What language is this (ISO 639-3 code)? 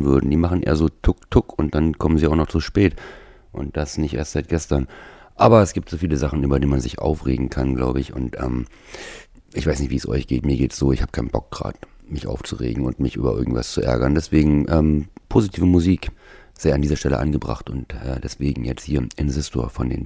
deu